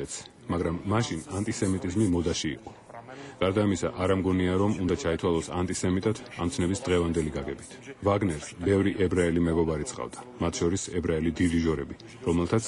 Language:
Georgian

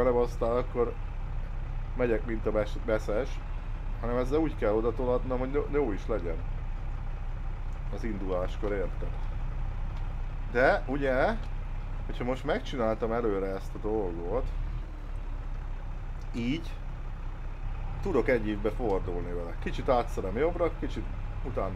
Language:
Hungarian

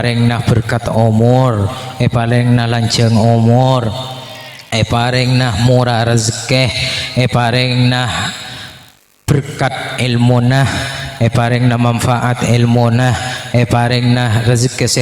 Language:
Madurese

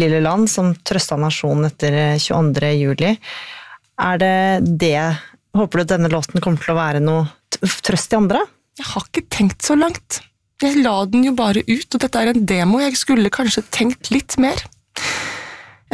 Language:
Norwegian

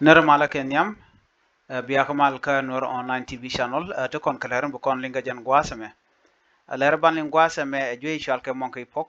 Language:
Nuer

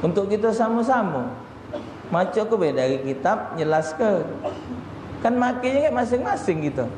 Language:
Musi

